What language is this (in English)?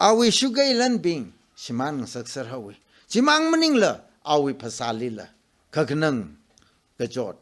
Tangkhul Naga (India)